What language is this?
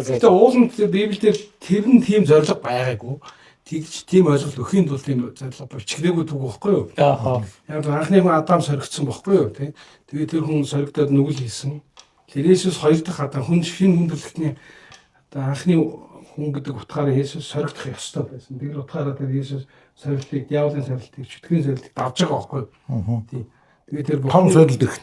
Mongolian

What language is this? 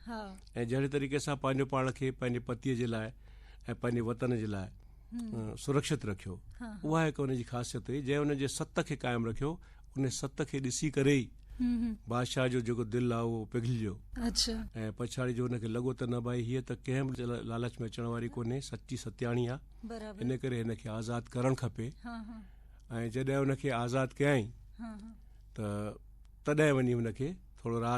Sindhi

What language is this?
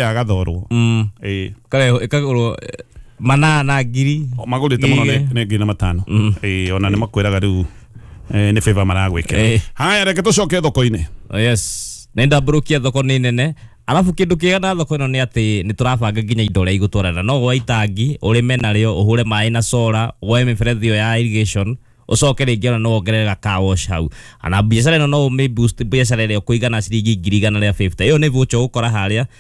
Kikuyu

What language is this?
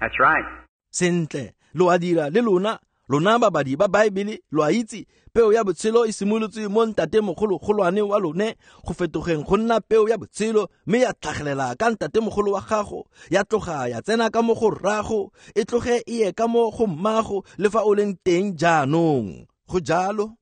Tswana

